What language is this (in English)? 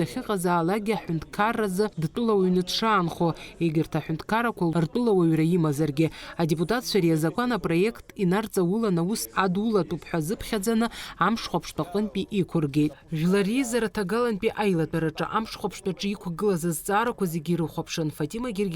Abkhazian